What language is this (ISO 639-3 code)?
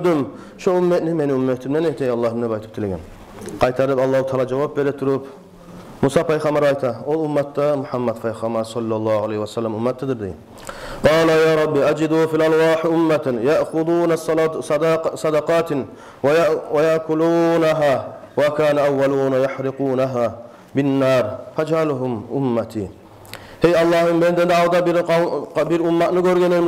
kum